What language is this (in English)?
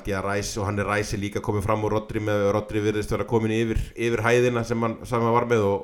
Icelandic